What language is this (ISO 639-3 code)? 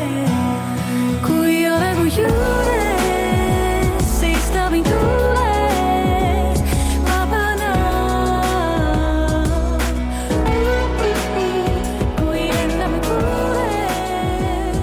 est